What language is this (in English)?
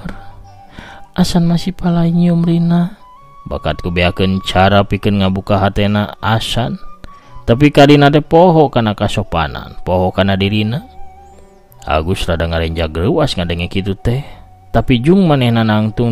Sundanese